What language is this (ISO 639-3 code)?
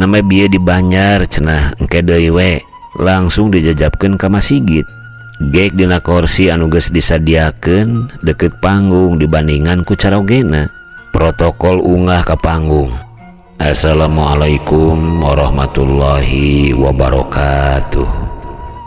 sun